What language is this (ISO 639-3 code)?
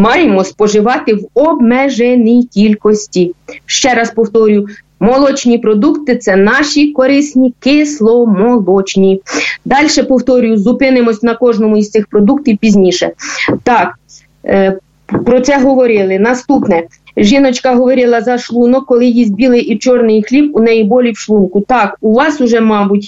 ukr